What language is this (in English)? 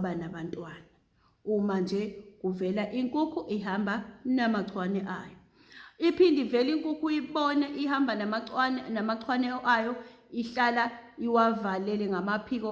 Zulu